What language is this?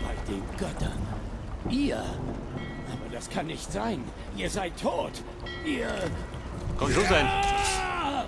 Bavarian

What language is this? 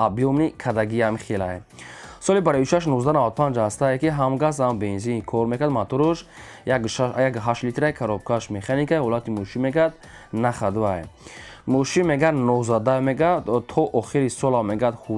Tajik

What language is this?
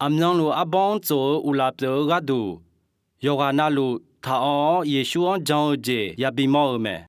Akha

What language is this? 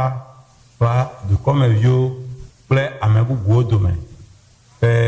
Ewe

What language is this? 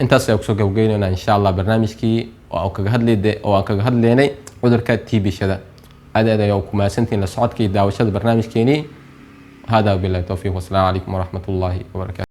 Somali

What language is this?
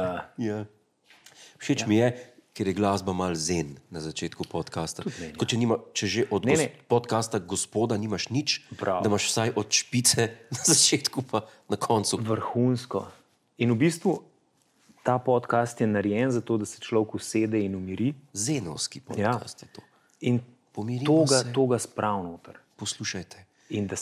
Slovenian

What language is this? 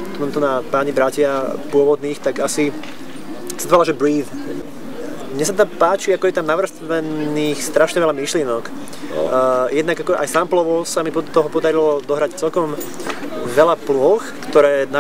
Slovak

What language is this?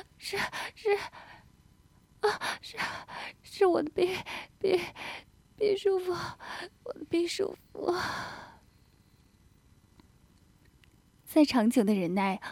Chinese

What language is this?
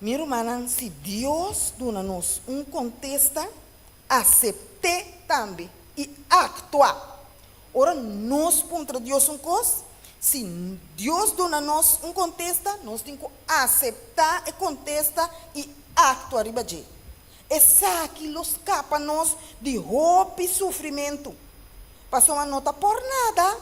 Papiamento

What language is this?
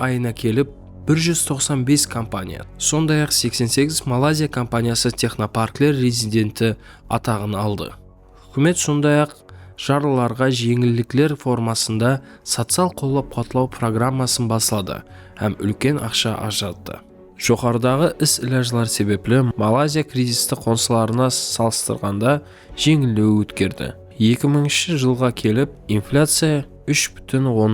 Kara-Kalpak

